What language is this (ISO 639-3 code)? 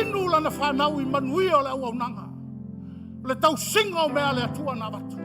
smo